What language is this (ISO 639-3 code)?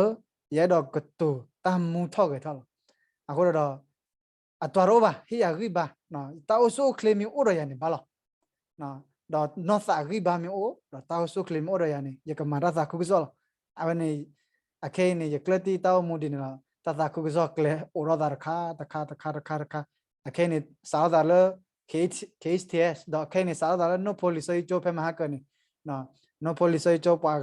ksw